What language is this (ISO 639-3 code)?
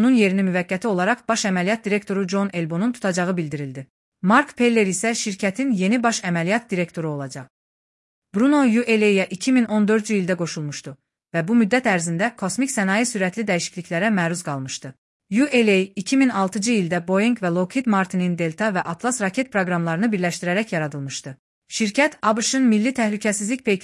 aze